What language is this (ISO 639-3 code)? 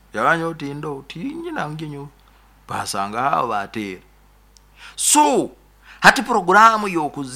nyo